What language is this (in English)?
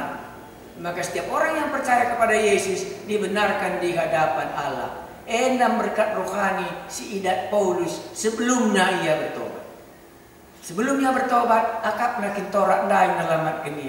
Batak Karo